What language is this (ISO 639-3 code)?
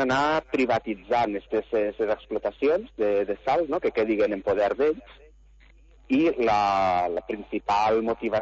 cat